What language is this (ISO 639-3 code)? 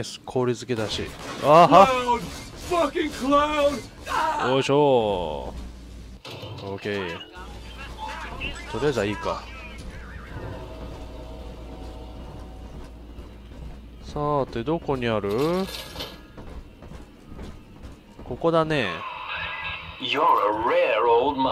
jpn